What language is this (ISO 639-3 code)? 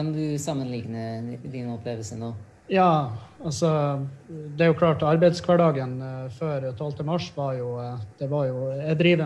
nor